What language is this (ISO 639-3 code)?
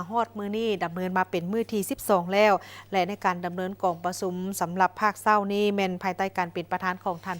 lao